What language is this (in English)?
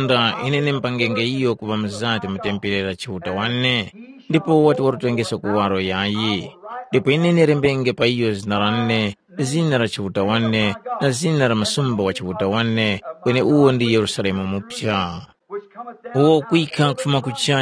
Tumbuka